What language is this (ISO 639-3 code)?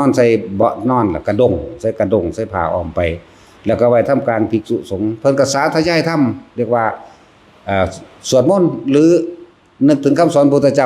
tts